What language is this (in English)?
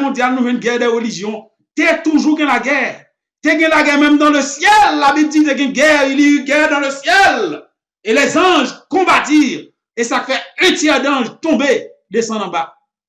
French